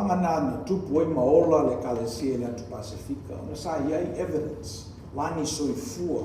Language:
Samoan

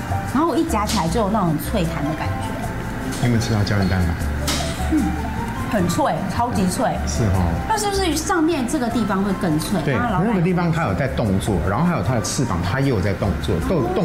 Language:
Chinese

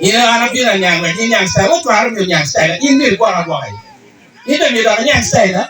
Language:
Acoli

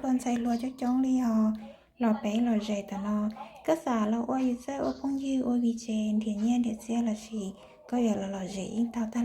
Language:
Hmong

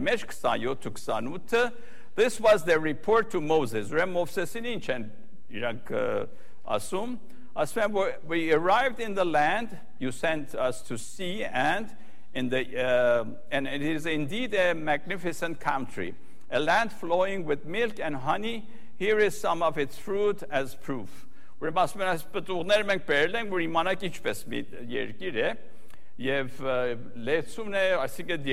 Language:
Armenian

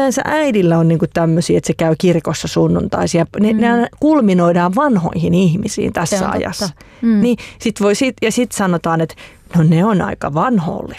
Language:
Finnish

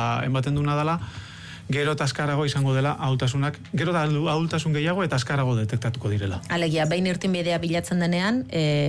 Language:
Basque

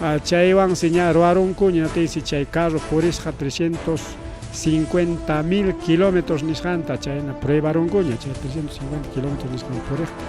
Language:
Ayacucho Quechua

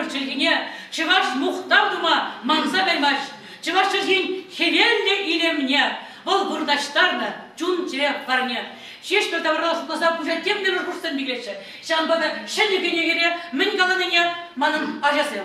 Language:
Chuvash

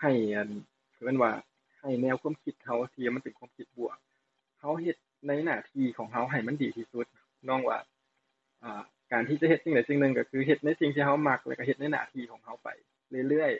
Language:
Lao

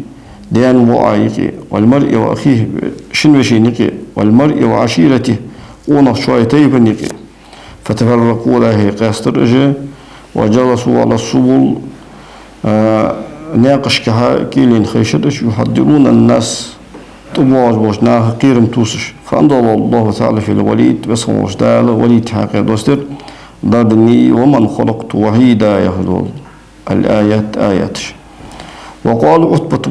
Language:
Ingush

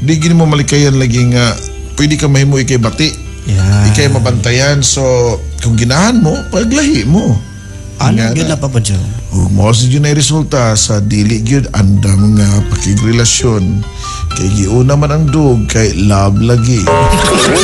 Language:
Cebuano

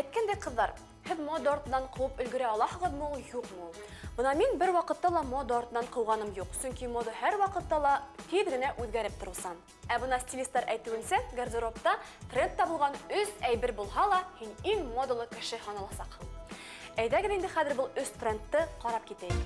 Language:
Bashkir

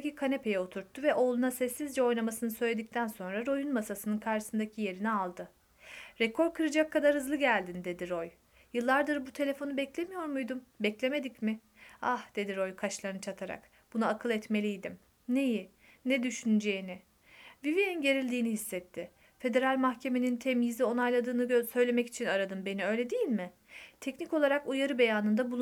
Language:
Turkish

